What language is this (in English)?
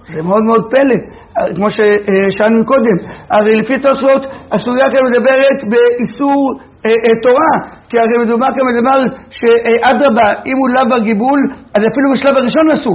Hebrew